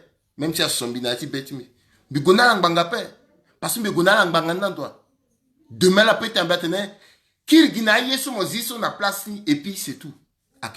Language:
Sango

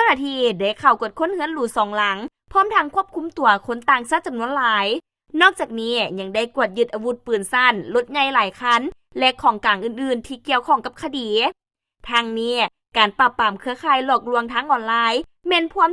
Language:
Lao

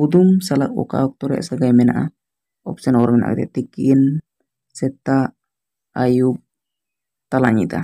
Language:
Santali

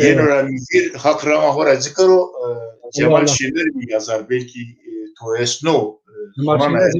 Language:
Zaza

